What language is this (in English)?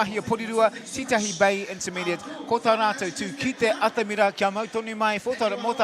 Māori